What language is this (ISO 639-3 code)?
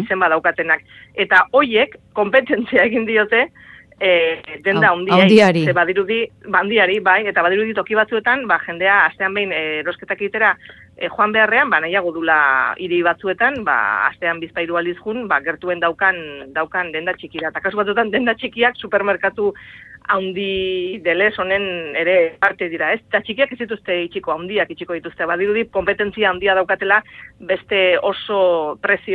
eus